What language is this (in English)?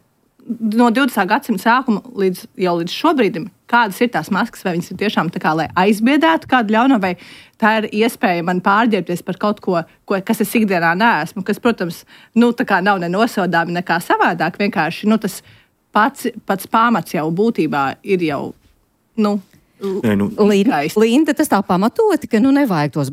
Latvian